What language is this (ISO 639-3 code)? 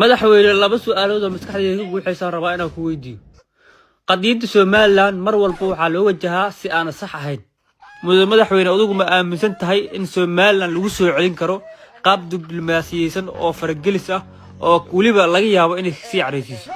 som